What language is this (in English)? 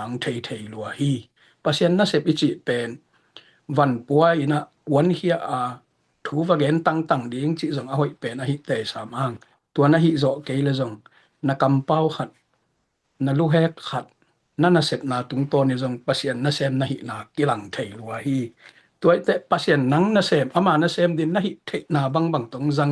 Tedim Chin